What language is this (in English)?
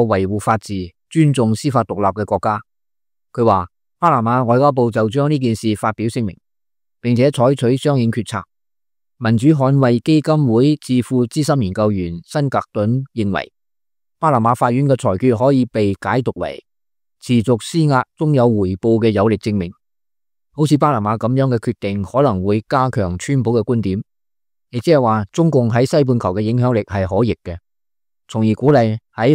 Cantonese